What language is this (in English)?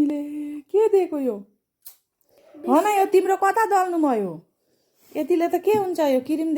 Nepali